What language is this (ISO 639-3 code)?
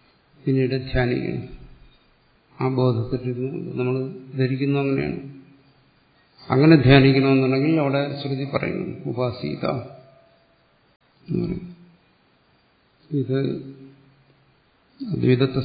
mal